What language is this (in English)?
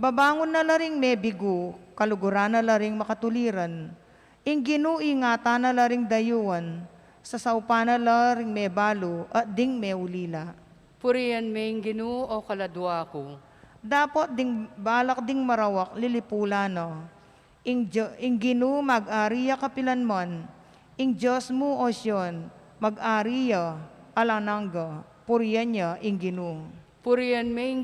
Pampanga